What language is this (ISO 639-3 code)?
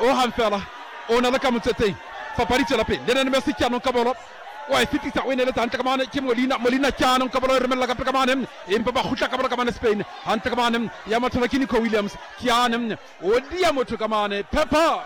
sot